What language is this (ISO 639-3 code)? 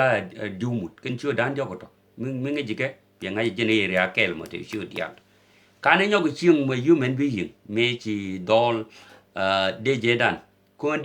nus